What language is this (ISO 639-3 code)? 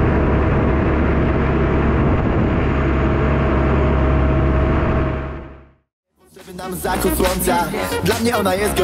pol